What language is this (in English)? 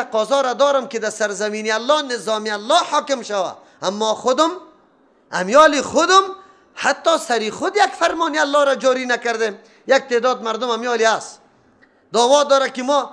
Persian